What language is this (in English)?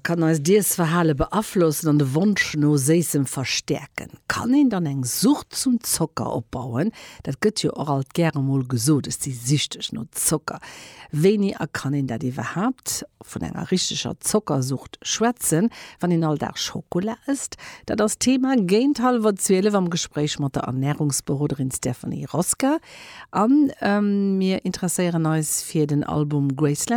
Luxembourgish